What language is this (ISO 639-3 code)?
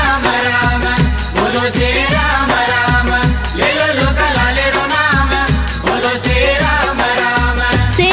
lmn